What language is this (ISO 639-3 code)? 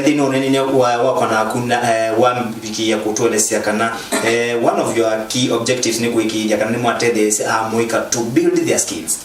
kam